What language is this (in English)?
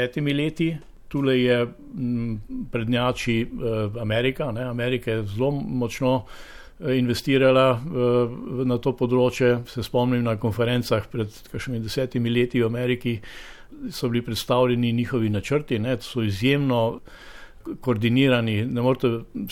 Slovenian